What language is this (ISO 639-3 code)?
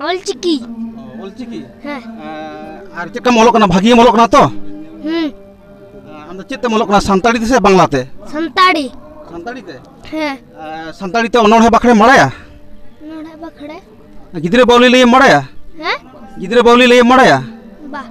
sat